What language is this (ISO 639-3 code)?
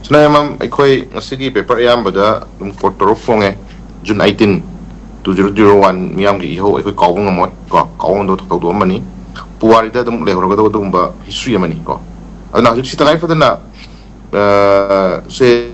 mni